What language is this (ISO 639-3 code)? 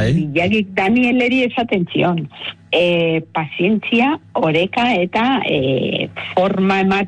eus